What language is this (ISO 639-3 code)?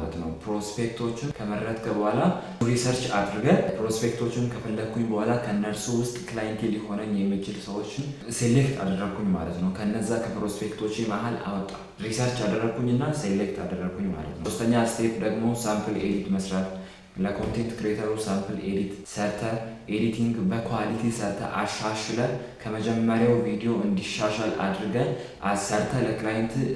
amh